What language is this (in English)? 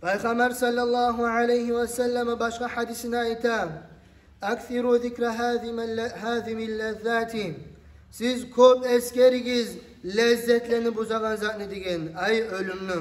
Kumyk